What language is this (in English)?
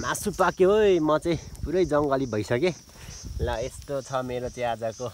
Nepali